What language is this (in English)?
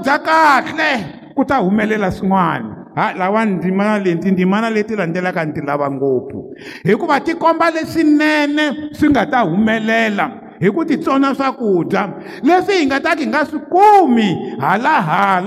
Tsonga